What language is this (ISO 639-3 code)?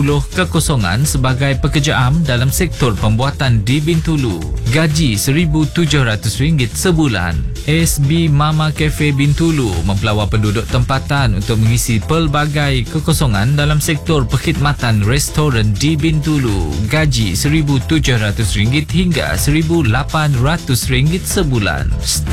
msa